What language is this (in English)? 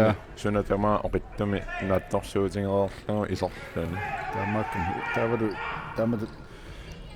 Kalaallisut